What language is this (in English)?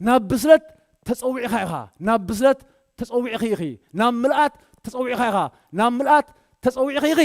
Tigrinya